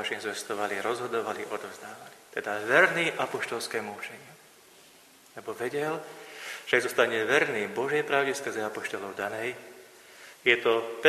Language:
Slovak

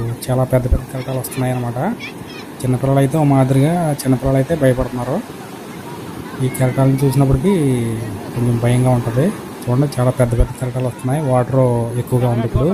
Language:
Telugu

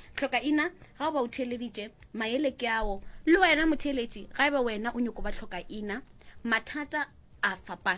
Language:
Northern Sotho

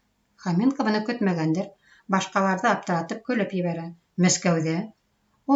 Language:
Bashkir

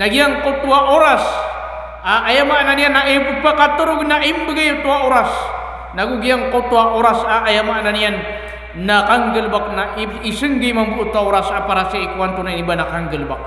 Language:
Maranao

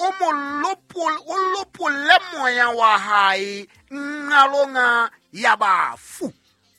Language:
Southern Sotho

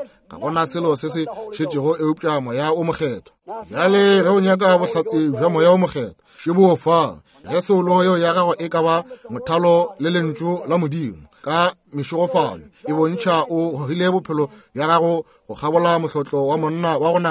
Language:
Northern Sotho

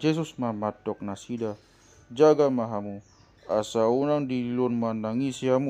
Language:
Batak Toba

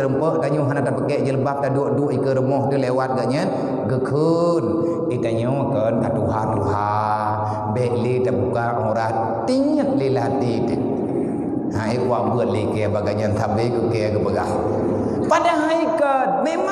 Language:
Achinese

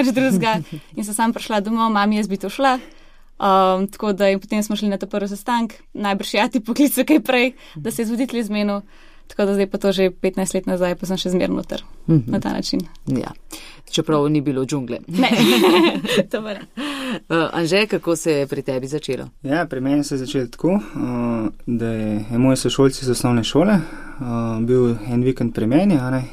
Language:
Slovenian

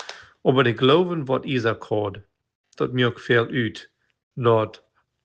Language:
Plautdietsch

